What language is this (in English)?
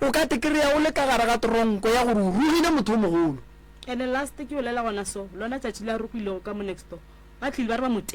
Northern Sotho